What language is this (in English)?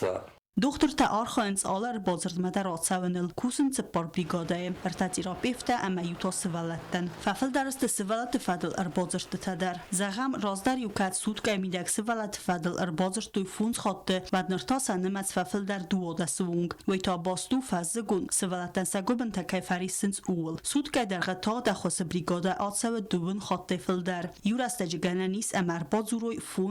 Ossetic